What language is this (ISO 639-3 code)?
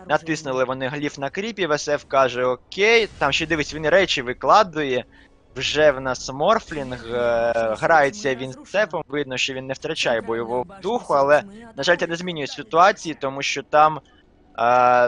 ukr